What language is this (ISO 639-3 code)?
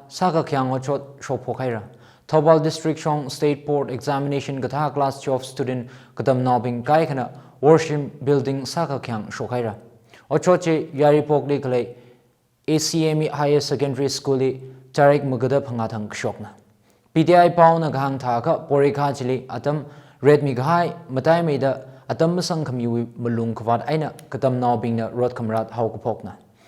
nmf